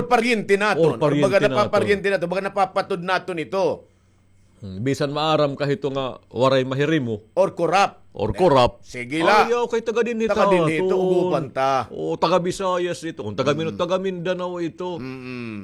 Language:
Waray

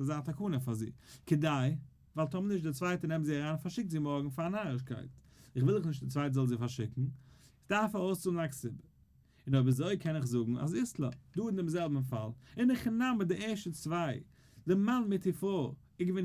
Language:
Yiddish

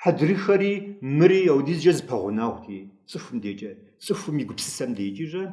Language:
Kabardian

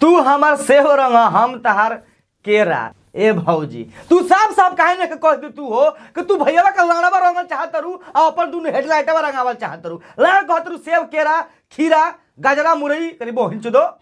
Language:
Bhojpuri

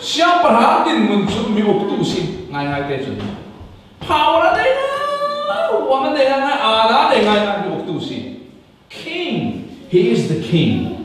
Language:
Falam Chin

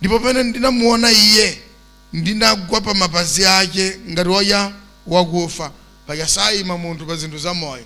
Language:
Nyanja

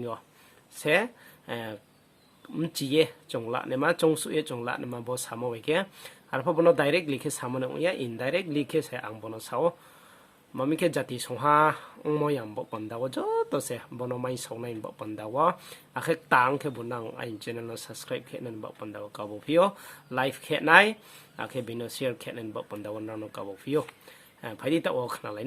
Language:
Riang (India)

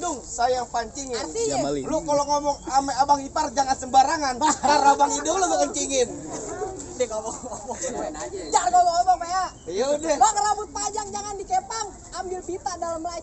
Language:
Betawi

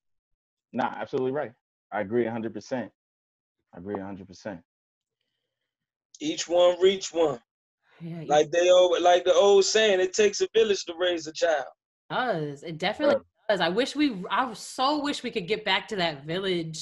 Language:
English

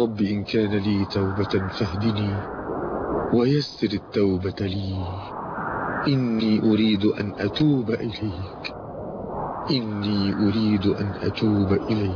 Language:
Arabic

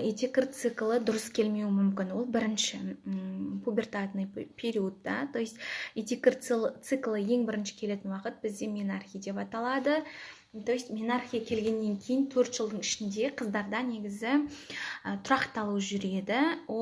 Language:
Kazakh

